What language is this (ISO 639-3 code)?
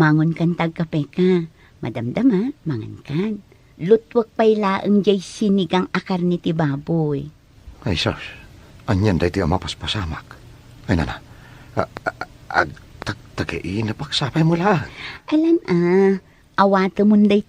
ilo